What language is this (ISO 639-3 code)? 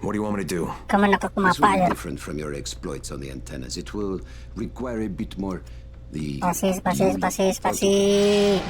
bjn